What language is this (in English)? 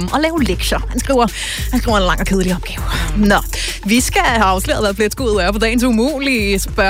Danish